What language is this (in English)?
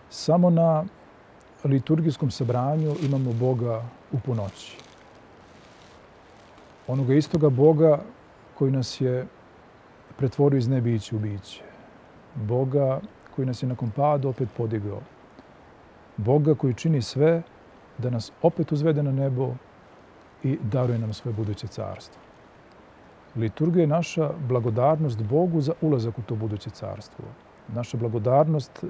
Serbian